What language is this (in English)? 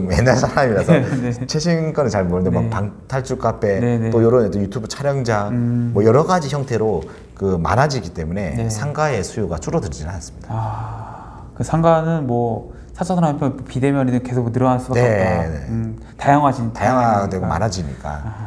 Korean